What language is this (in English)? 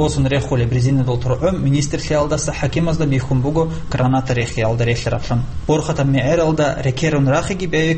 Avaric